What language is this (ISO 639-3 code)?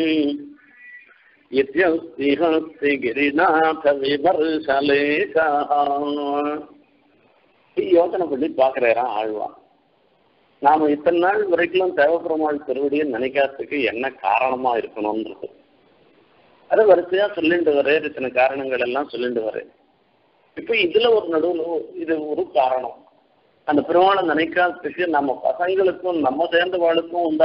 tam